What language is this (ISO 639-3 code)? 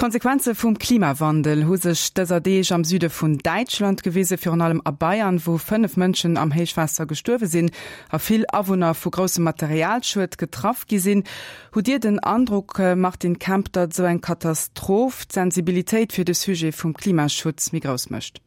ltz